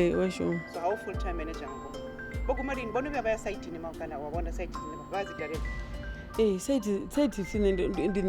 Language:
Venda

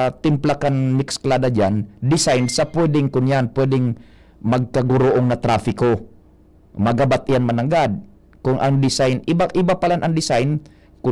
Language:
Bikol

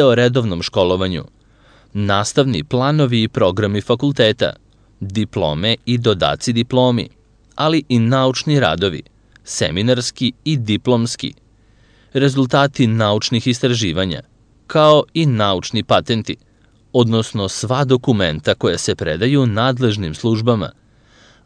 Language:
Serbian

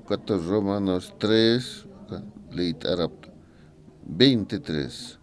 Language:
Aymara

